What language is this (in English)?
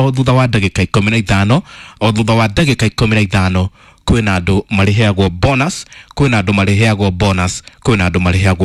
Kikuyu